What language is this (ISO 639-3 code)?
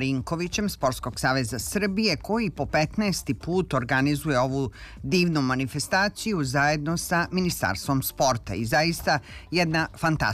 srp